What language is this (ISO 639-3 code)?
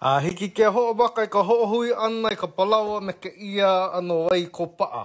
haw